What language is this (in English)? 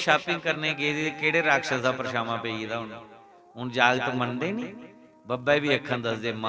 Dogri